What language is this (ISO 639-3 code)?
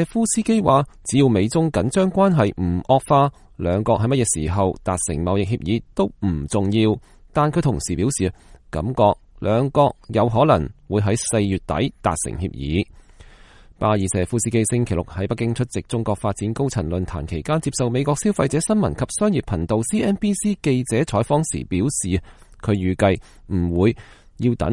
yue